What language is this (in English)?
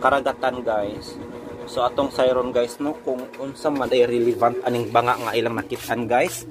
Cebuano